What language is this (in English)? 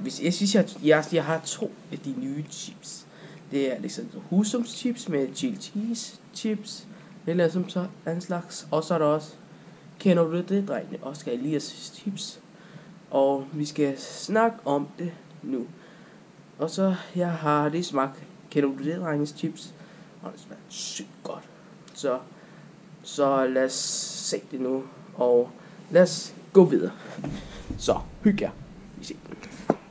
Danish